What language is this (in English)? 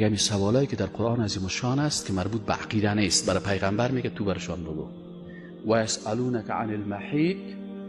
Tajik